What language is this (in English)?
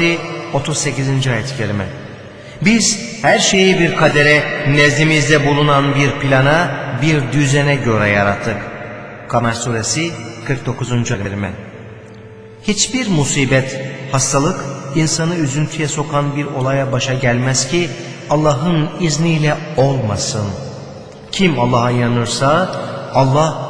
Turkish